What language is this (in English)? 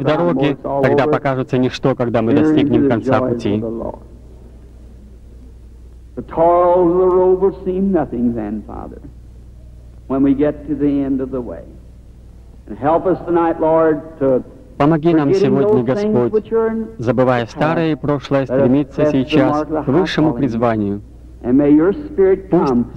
Russian